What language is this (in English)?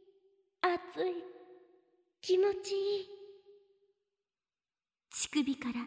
Japanese